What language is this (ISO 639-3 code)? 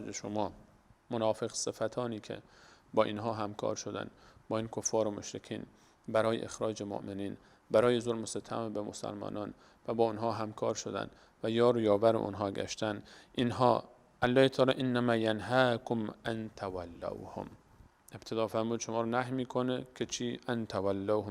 fas